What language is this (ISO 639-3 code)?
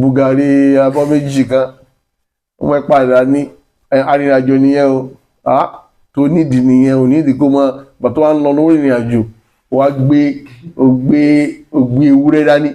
yor